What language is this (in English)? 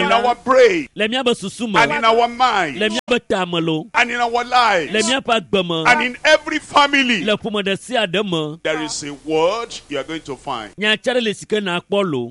Ewe